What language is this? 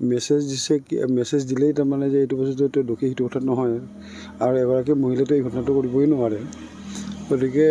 Assamese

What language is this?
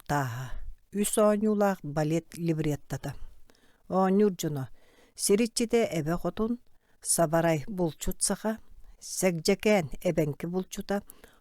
Yakut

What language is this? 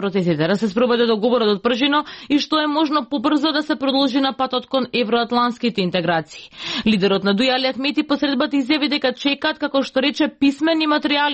Macedonian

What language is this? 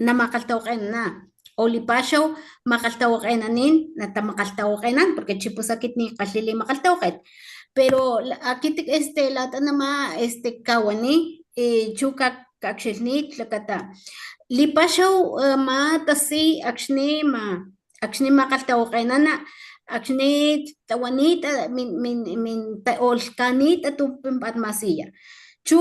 Papantla Totonac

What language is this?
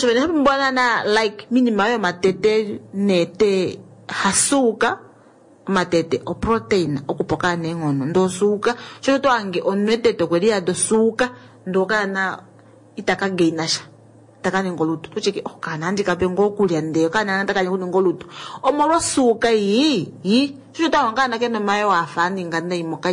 Kuanyama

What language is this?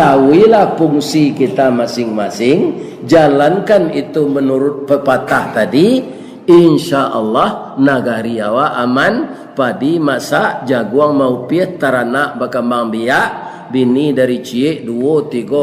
Minangkabau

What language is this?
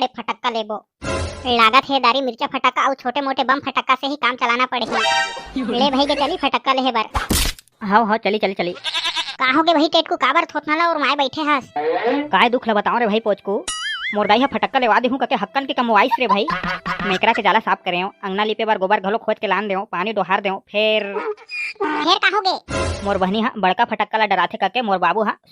Chhattisgarhi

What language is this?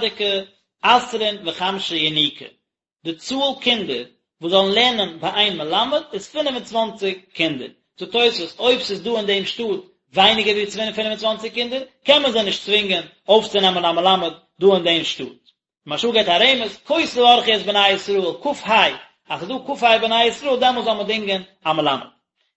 Yiddish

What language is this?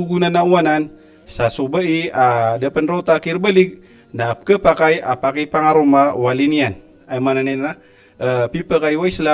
Maranao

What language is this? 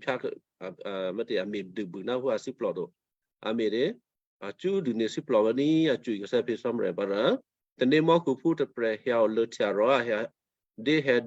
Western Kayah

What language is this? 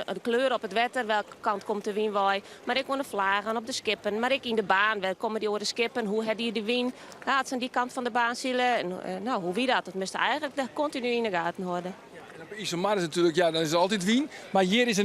Western Frisian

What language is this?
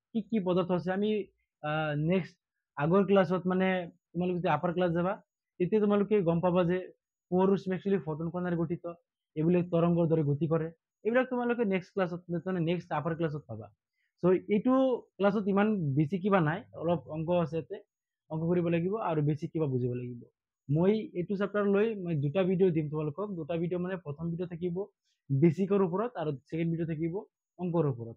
Assamese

